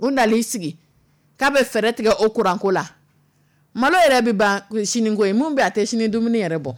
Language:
Dyula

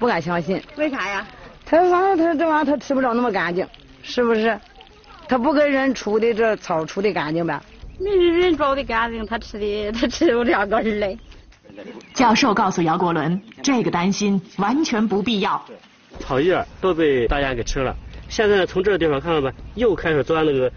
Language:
Chinese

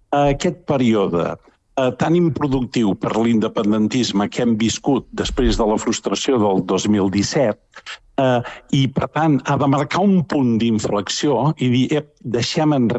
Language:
Catalan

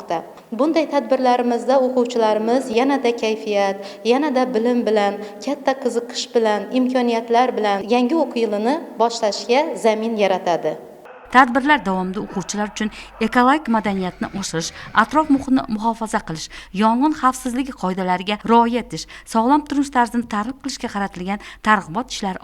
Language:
Uzbek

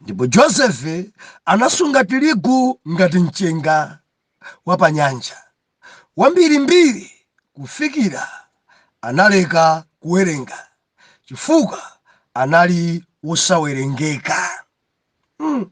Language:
Nyanja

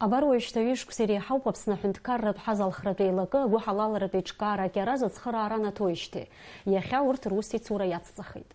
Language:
Abkhazian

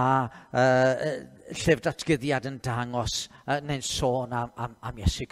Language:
Welsh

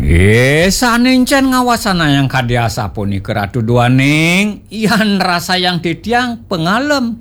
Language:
Balinese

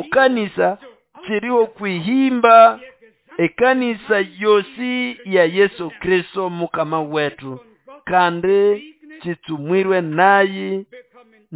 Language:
Nande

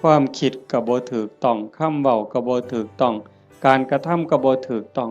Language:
Northeastern Thai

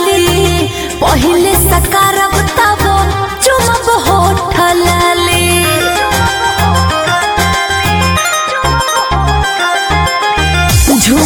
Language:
Bhojpuri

